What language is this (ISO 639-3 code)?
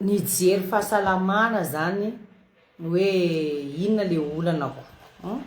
mlg